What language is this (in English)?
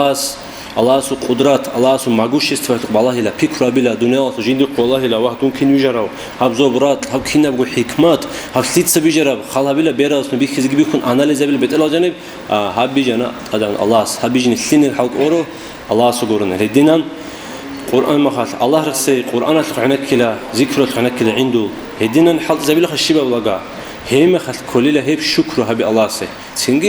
Avaric